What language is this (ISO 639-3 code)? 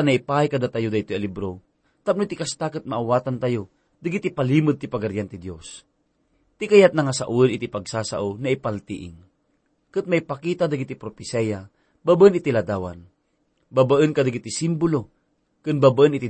ilo